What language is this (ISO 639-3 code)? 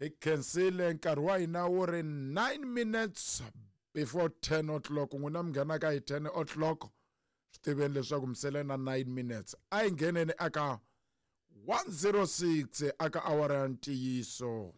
tso